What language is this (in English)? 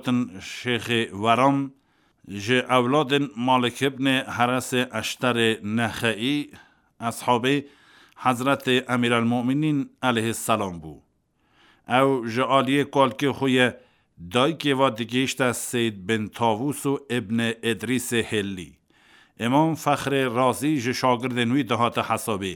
Kurdish